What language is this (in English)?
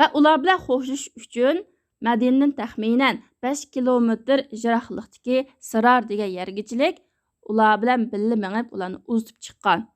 Uyghur